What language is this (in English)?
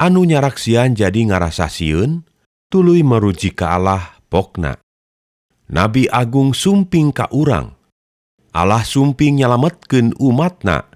Sundanese